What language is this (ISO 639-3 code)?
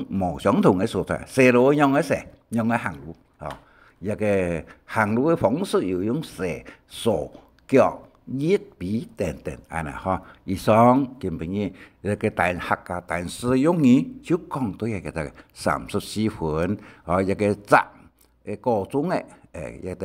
hak